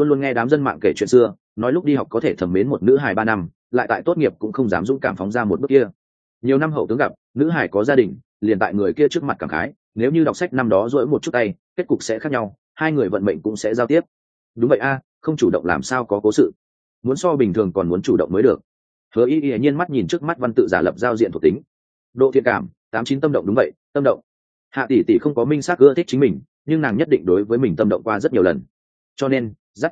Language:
Vietnamese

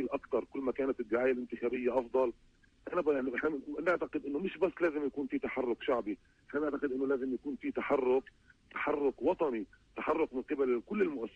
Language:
North Levantine Arabic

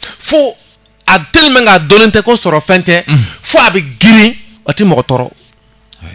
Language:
Bambara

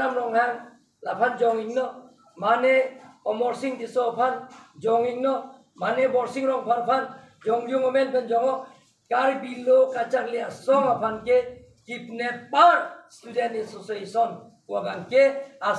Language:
Karbi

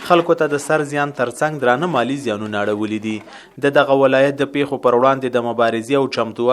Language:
Pashto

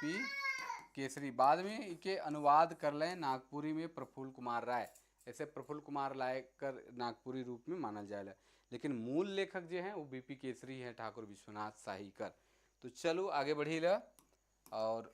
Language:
Sadri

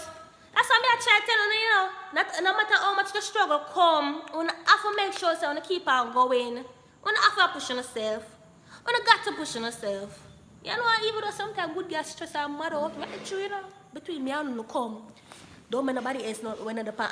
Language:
Jamaican Creole English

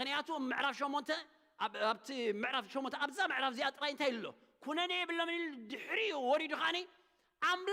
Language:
Tigrinya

